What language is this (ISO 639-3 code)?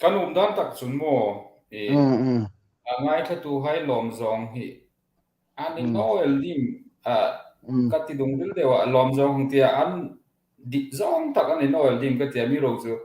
hmr